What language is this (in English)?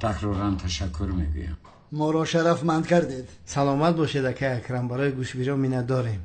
Tajik